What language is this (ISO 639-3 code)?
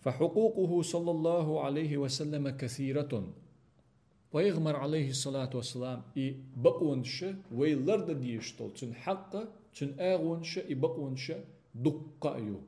che